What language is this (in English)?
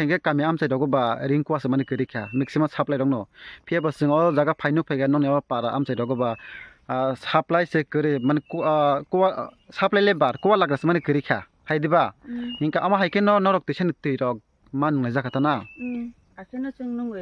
Kok Borok